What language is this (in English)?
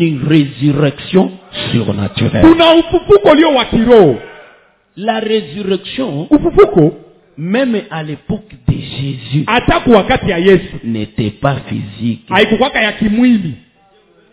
Swahili